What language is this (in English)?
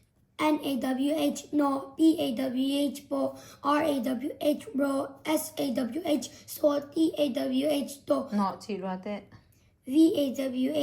Tedim Chin